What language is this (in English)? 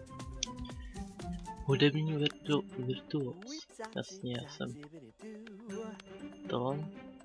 Czech